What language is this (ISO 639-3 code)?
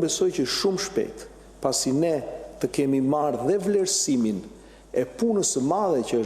sqi